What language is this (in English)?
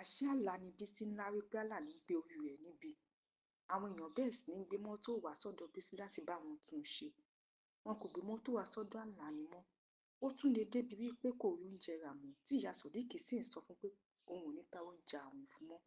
Yoruba